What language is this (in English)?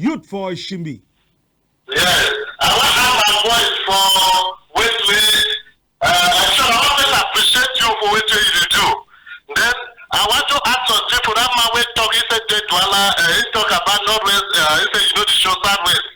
Cameroon Pidgin